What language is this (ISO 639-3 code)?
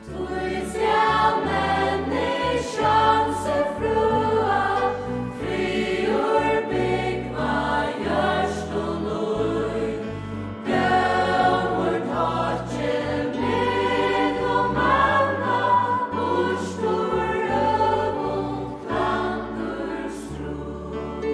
fao